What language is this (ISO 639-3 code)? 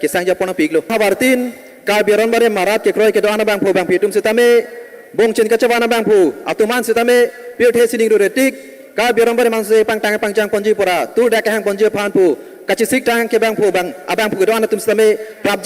mjw